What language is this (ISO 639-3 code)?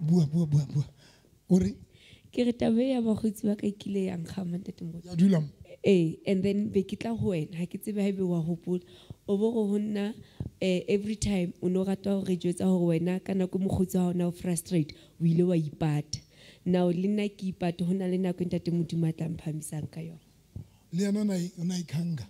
sot